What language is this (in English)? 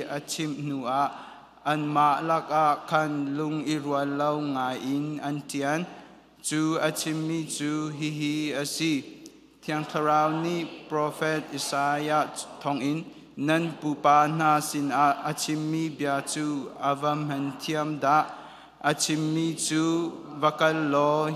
Hakha Chin